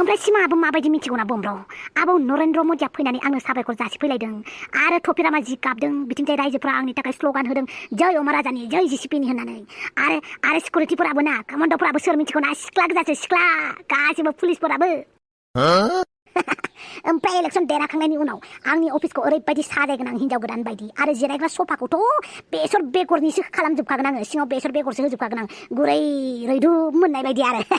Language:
Bodo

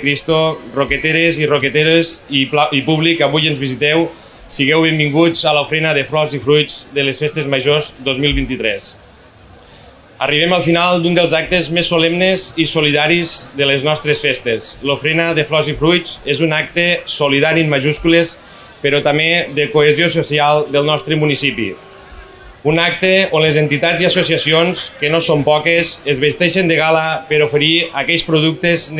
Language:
Catalan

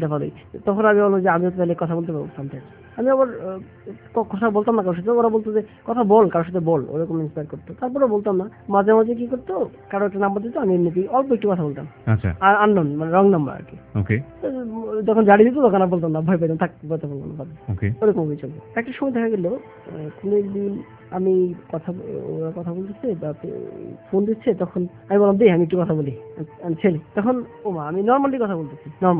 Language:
Bangla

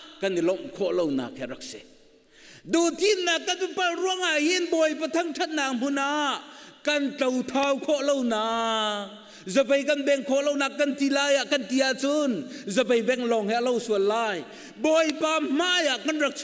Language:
Hakha Chin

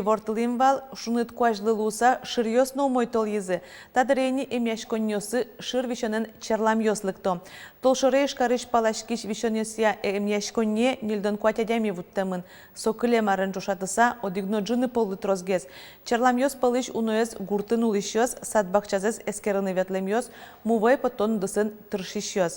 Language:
Udmurt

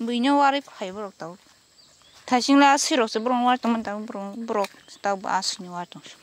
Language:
Kok Borok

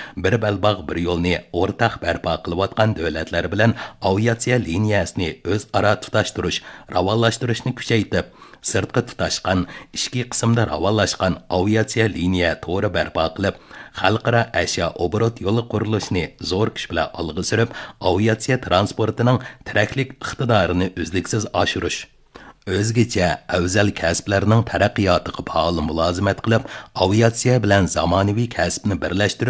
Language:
Uyghur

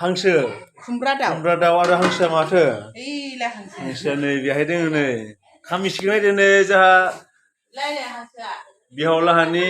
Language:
Bodo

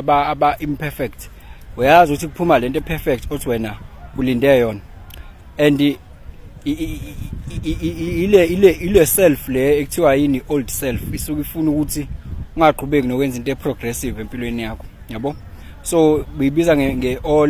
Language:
Zulu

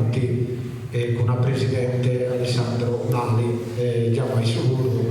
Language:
Sardinian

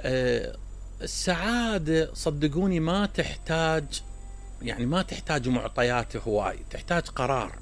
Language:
Mesopotamian Arabic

